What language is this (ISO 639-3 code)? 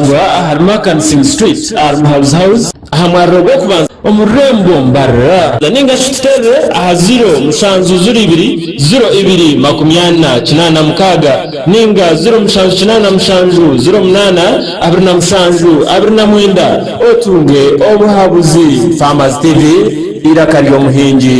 nyn